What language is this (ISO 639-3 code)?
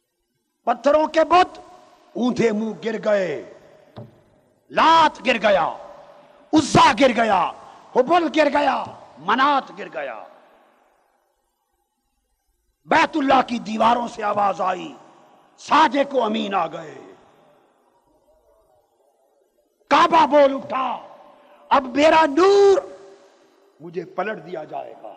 urd